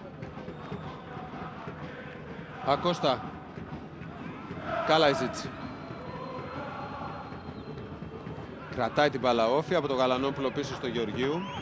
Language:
Greek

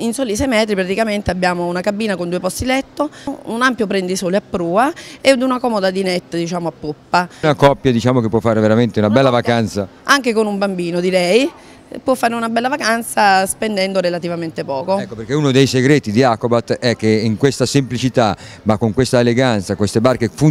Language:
Italian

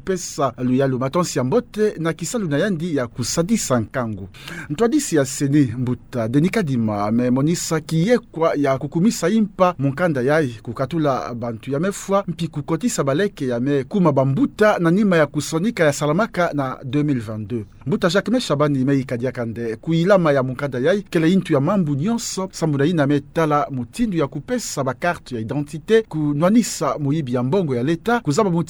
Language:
Kituba (Democratic Republic of Congo)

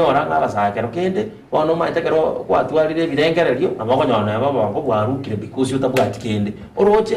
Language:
Gusii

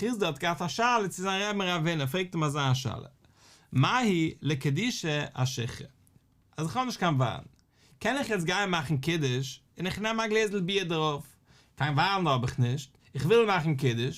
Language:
Yiddish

